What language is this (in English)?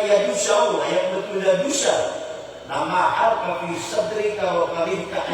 Maranao